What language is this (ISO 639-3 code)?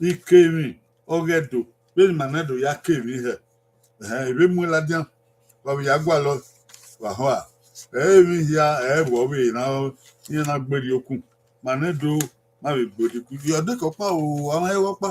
bin